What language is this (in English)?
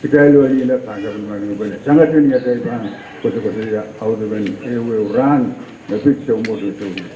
Pohnpeian